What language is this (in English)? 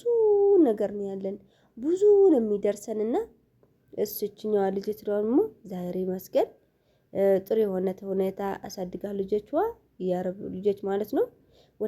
Amharic